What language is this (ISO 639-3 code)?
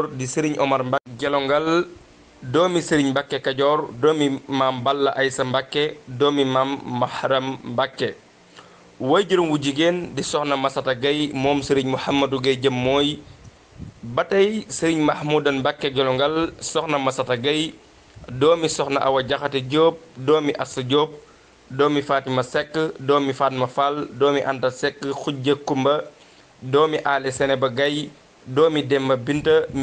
wol